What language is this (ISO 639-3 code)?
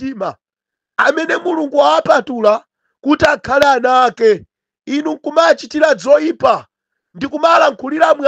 nya